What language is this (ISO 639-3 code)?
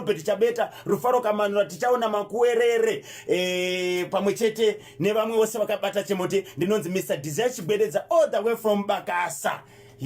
sna